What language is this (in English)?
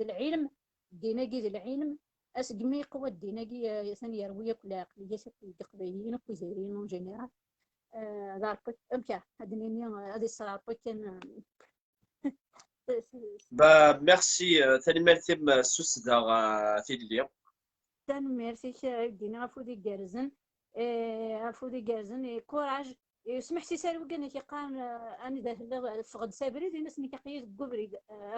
Kabyle